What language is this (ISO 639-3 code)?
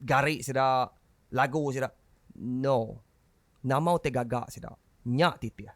iba